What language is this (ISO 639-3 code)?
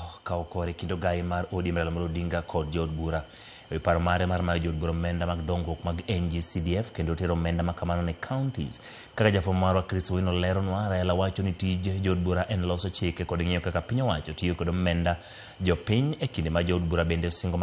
luo